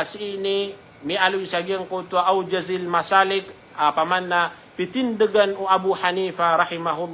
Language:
Maranao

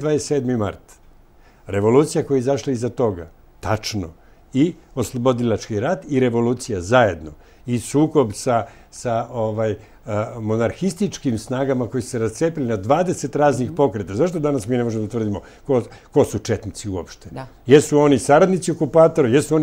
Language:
Serbian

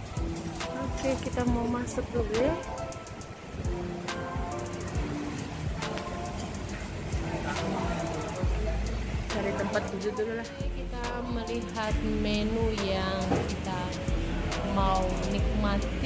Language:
Indonesian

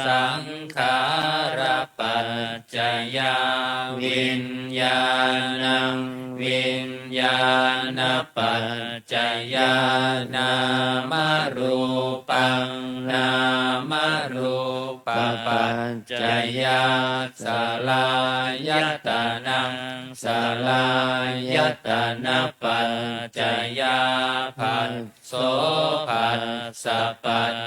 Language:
Pali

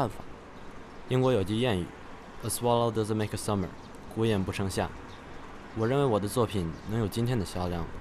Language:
Chinese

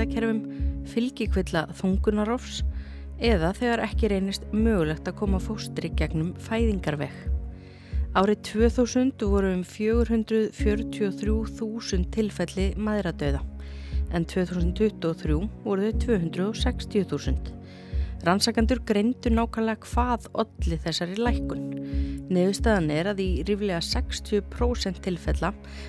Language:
Icelandic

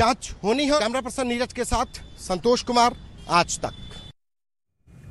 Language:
Hindi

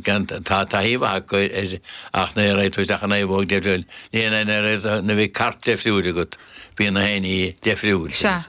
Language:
Irish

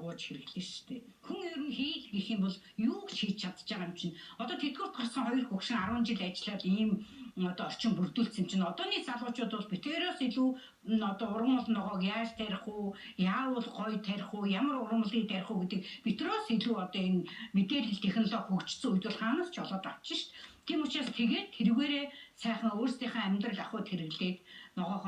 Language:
Mongolian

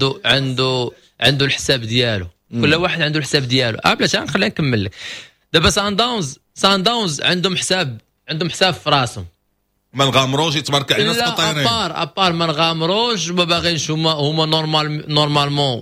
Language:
Moroccan Arabic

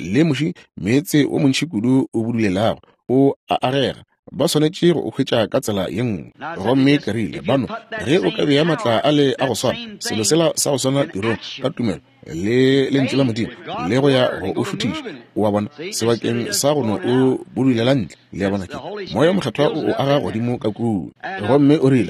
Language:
Northern Sotho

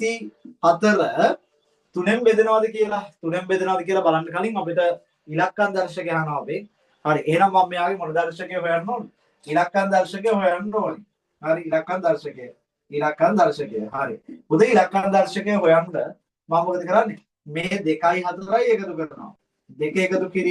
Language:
Sinhala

